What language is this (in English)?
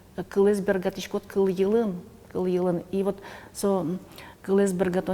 Udmurt